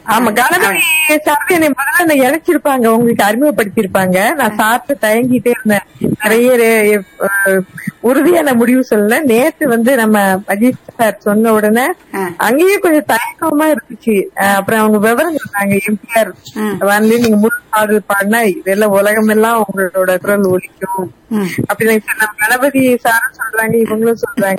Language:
Tamil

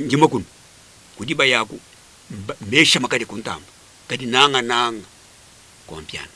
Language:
Luba-Lulua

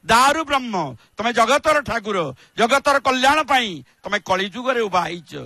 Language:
Odia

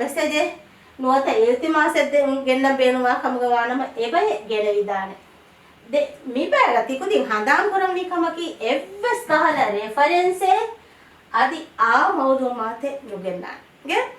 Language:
Divehi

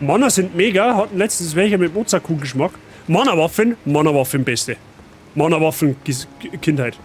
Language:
Bavarian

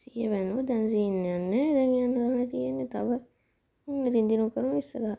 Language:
Sinhala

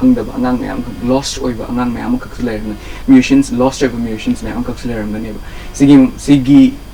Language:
Manipuri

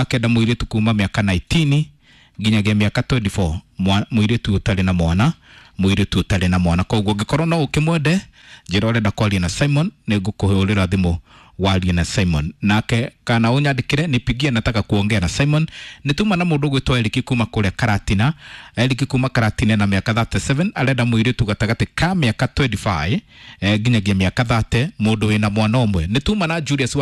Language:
Kikuyu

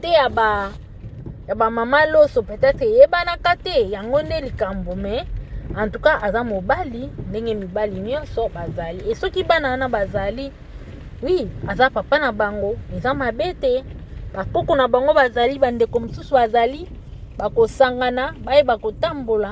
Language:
Lingala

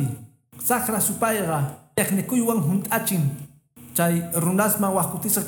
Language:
Quechua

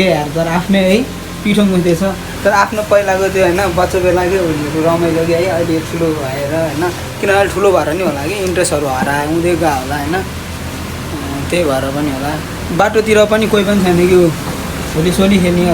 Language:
Nepali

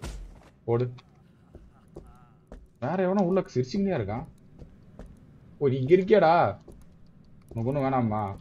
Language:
Tamil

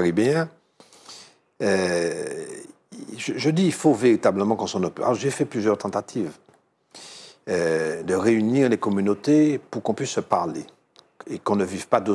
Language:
French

